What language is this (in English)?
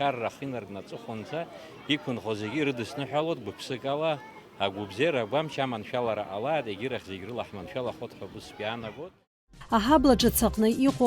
Abkhazian